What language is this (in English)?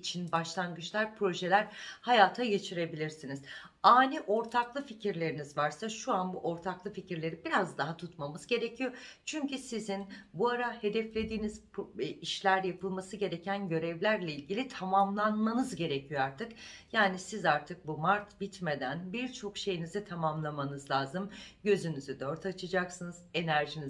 Turkish